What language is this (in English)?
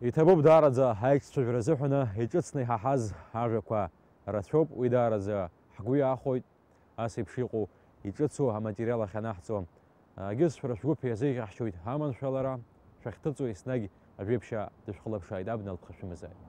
Abkhazian